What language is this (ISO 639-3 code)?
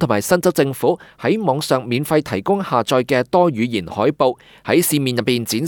yue